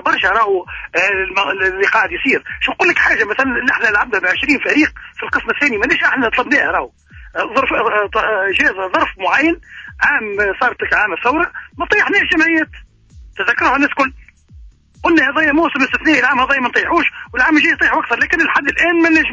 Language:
Tunisian Arabic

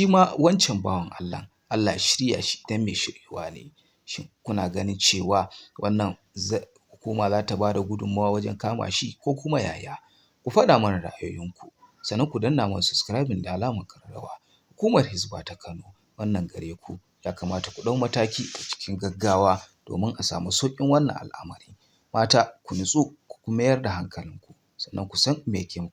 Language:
Hausa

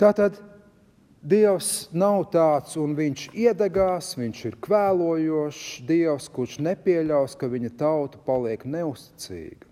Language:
Latvian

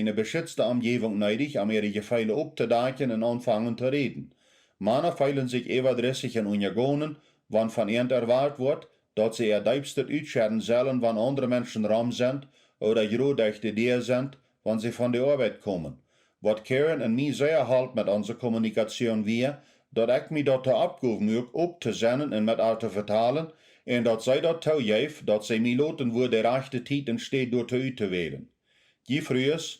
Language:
Plautdietsch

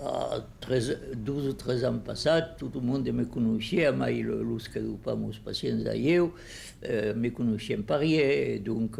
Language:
Occitan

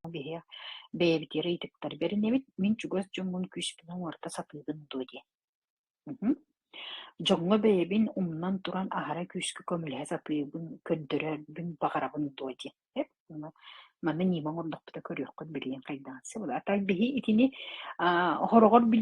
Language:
Yakut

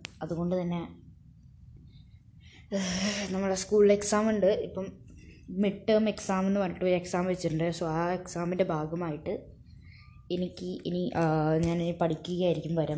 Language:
Malayalam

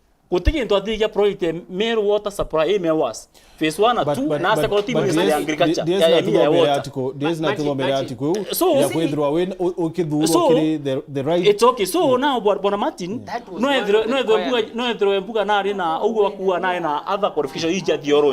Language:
Meru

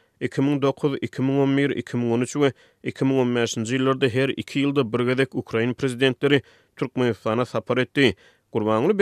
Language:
Turkmen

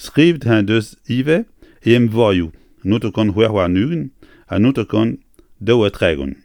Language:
Breton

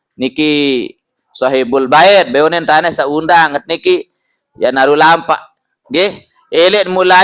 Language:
Sasak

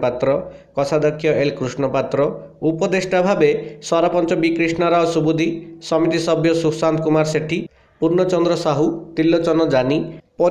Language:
Odia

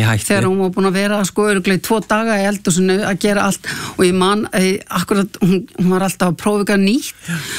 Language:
Icelandic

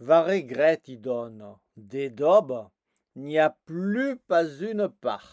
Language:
Occitan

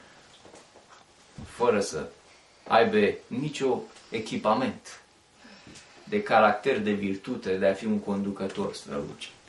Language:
Romanian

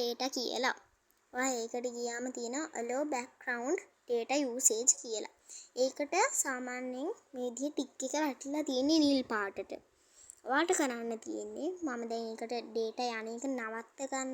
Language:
Sinhala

